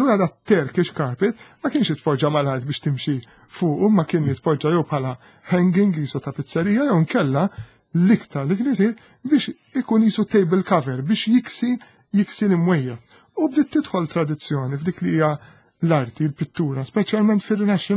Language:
Maltese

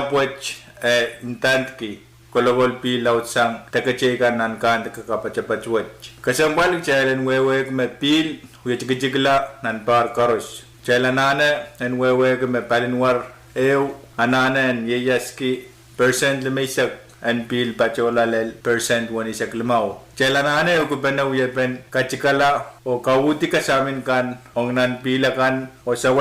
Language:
Pohnpeian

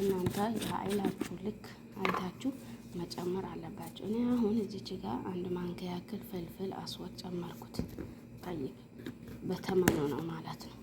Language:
Amharic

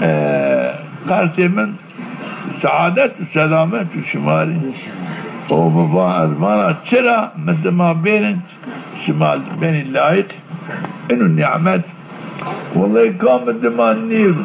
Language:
Zaza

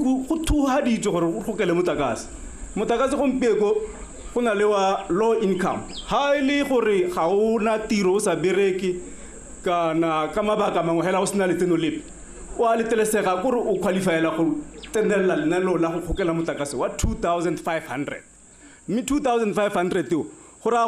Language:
Tswana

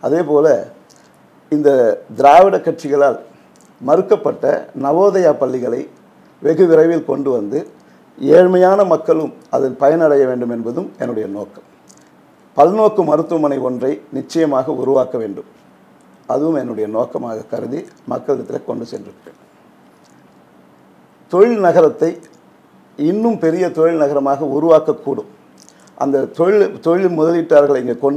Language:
Tamil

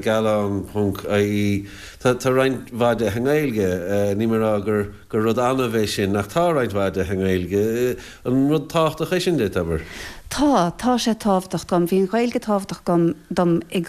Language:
Irish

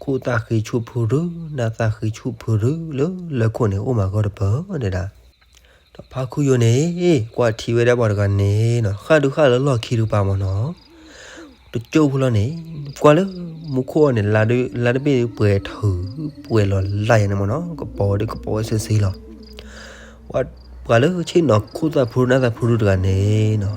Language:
S'gaw Karen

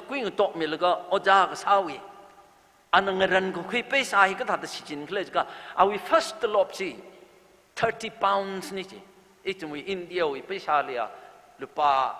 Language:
Tangkhul Naga (India)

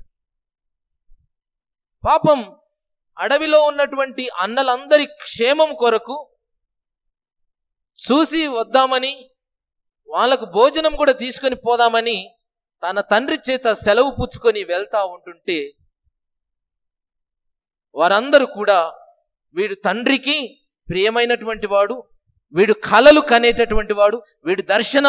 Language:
Telugu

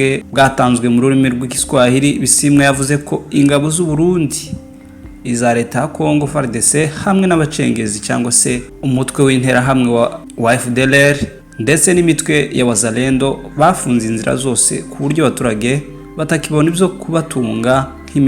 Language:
Kinyarwanda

